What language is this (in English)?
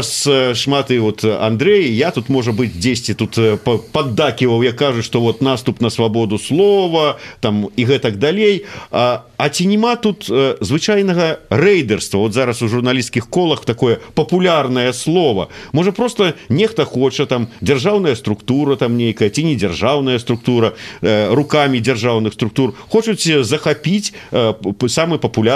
Belarusian